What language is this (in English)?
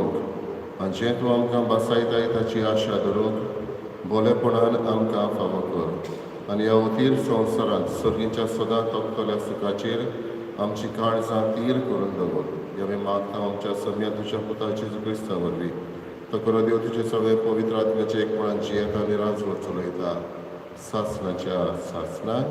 Konkani